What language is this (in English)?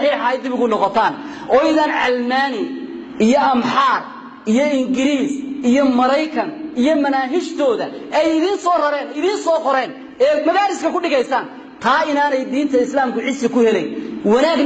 Somali